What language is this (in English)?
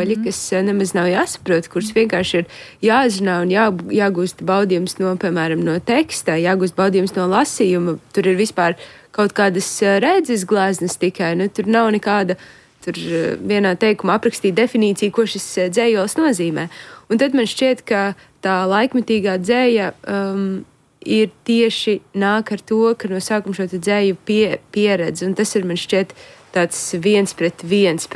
Latvian